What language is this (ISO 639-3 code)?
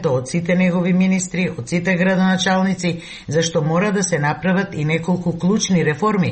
mkd